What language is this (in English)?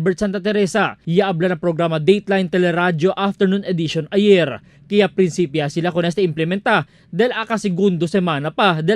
Chavacano